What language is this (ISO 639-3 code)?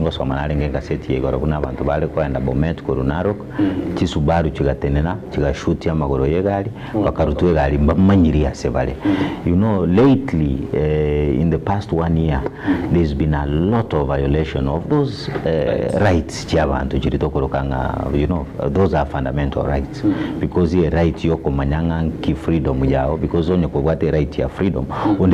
guz